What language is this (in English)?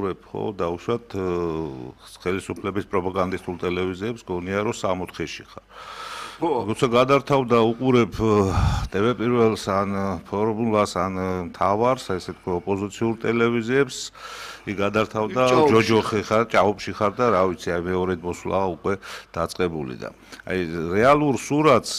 Georgian